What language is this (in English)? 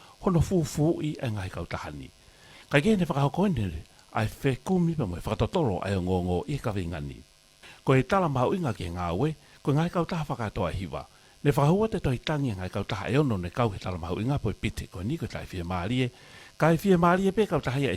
Tongan